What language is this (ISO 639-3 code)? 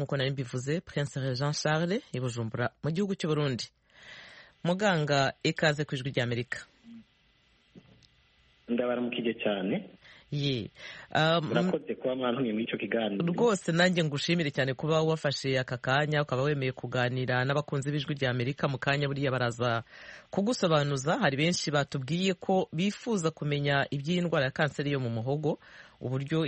kin